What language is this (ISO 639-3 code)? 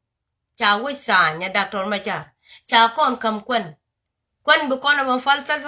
nus